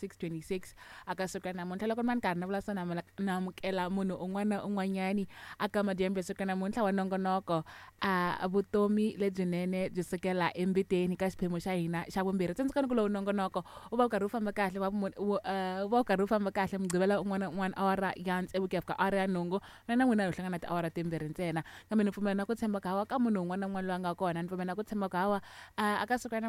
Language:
Tsonga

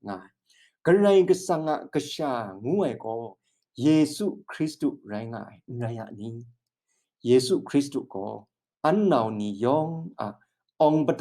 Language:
Kachin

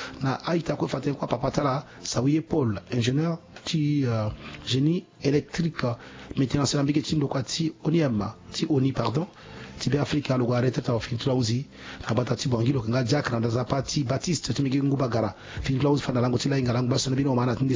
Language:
Sango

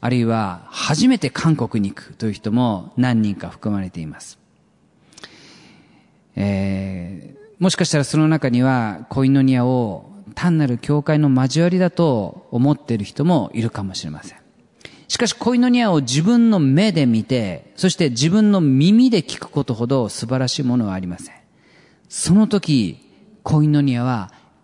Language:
Japanese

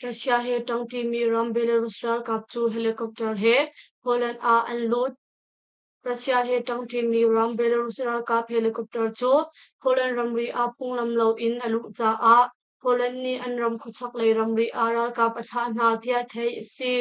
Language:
Hakha Chin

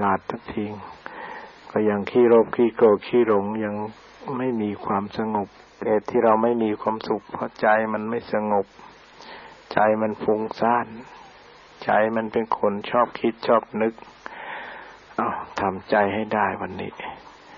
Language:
Thai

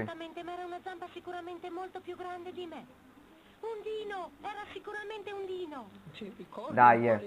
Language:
Italian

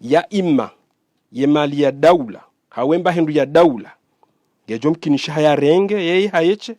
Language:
Ngazidja Comorian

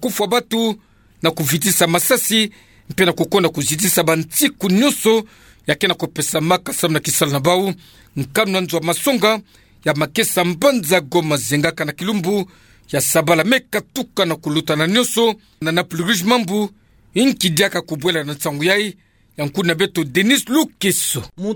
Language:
Kituba (Democratic Republic of Congo)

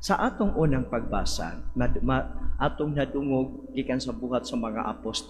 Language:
Cebuano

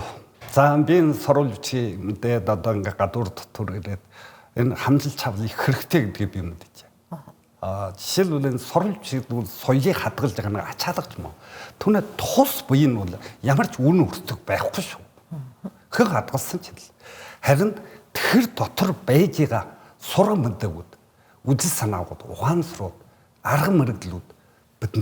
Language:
Mongolian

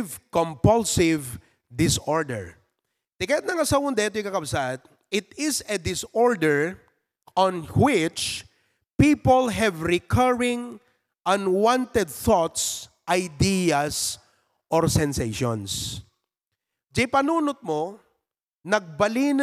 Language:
Filipino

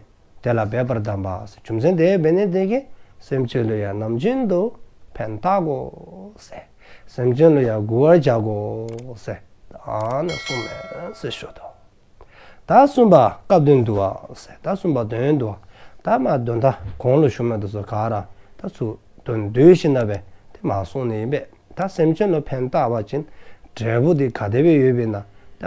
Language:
Dzongkha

